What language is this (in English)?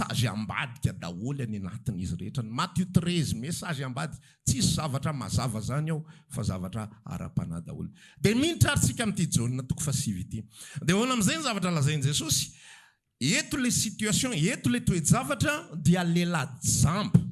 Malagasy